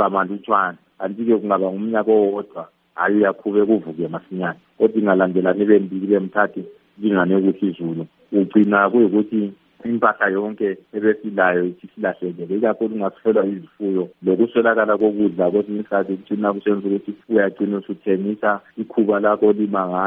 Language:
North Ndebele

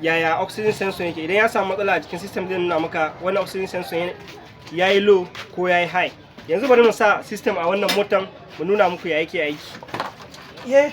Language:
Hausa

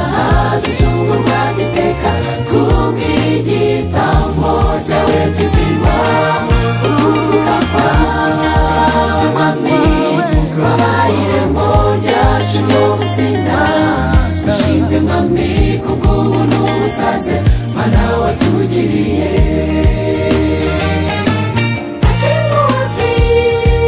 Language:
Kinyarwanda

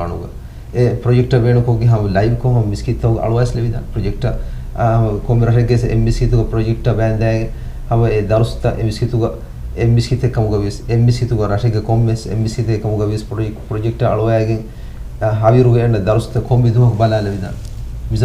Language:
Divehi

